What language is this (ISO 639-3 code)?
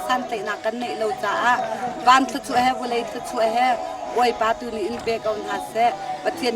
cnh